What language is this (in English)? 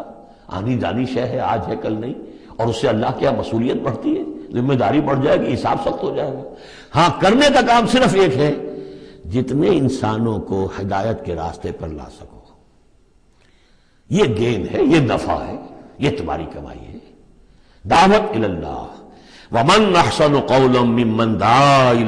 Urdu